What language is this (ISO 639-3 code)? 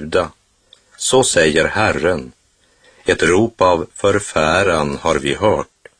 swe